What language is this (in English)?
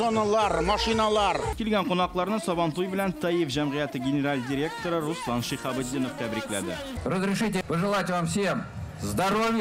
Tatar